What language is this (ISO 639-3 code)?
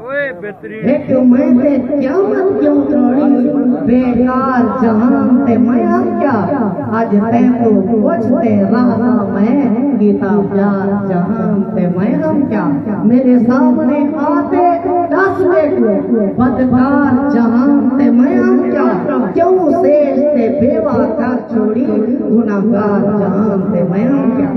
skr